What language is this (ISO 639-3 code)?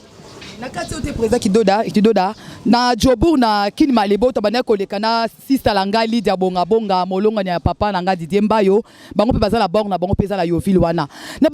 lin